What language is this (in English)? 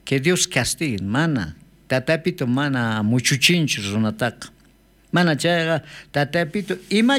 South Bolivian Quechua